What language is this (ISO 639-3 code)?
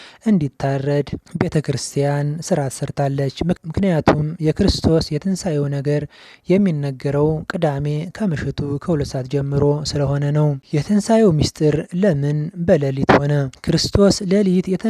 amh